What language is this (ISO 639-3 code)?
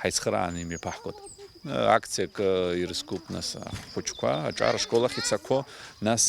abk